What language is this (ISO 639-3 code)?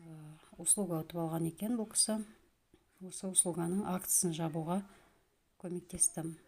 kaz